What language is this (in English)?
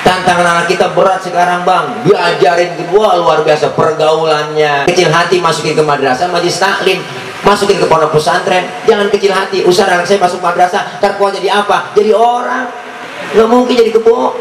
Betawi